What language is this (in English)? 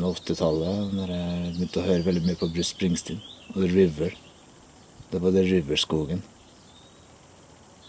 Norwegian